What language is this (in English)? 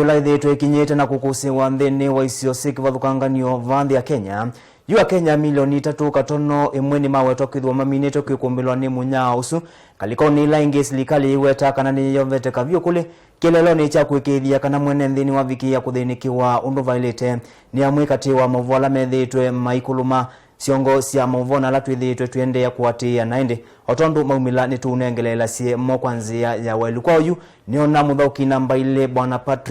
Kamba